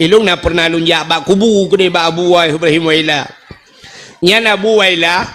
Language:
Achinese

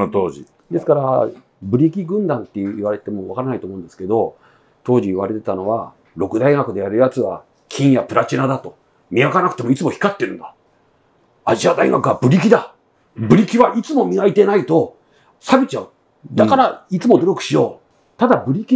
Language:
Japanese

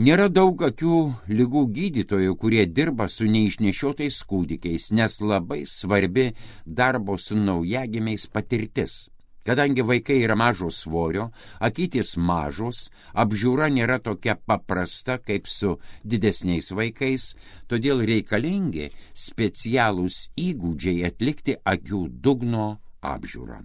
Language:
Lithuanian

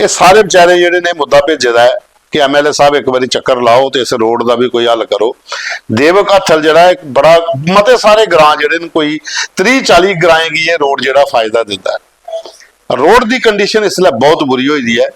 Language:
Dogri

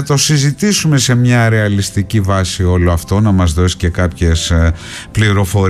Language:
Greek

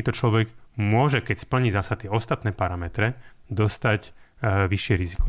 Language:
Slovak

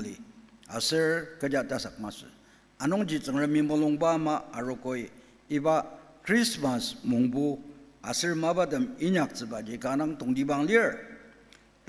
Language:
Ao Naga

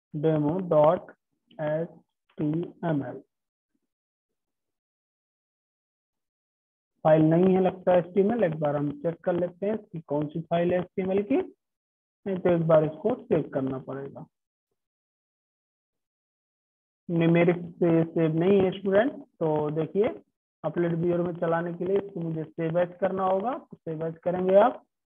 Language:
Hindi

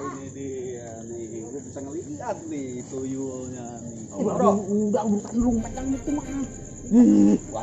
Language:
Betawi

